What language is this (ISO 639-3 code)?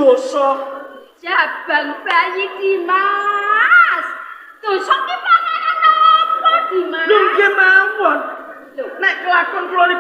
jav